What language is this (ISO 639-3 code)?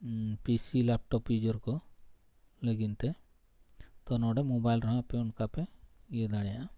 sat